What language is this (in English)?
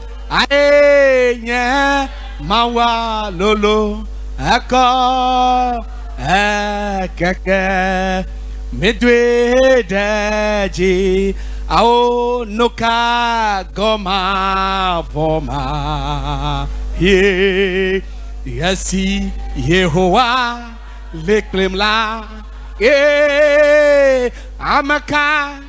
Ewe